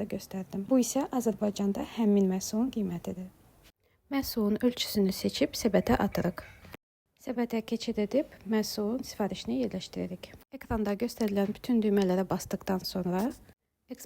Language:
Azerbaijani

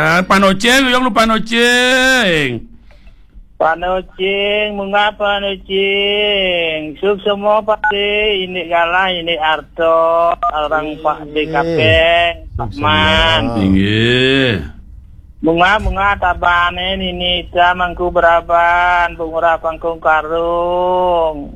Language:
Balinese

